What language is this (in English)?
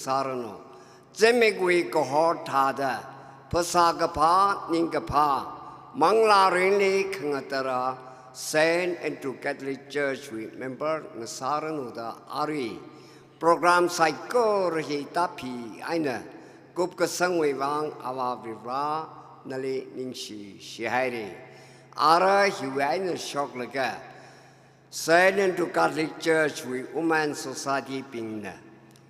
Tangkhul Naga (India)